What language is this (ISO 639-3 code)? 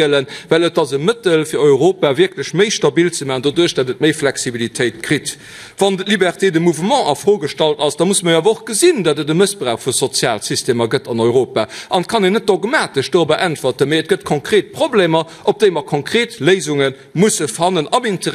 ltz